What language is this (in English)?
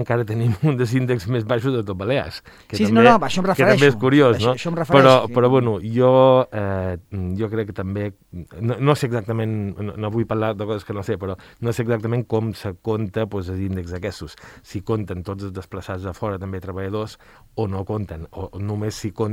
Catalan